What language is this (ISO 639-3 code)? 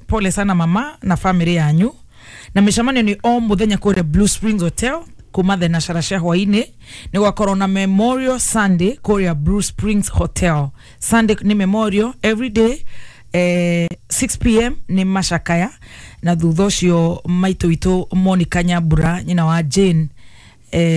kik